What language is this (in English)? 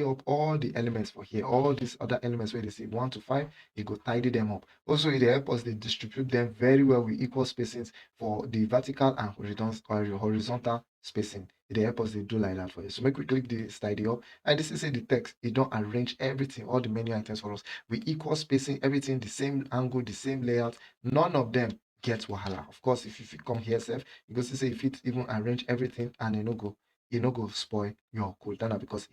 Nigerian Pidgin